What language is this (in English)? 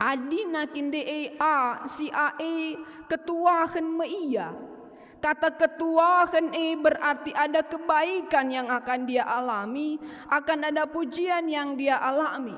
Batak Karo